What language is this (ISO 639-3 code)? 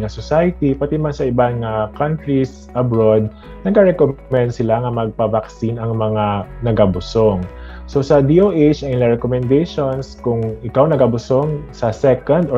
hil